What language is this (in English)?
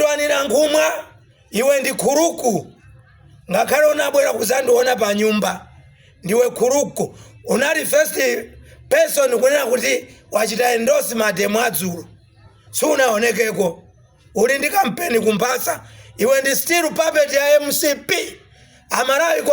Nyanja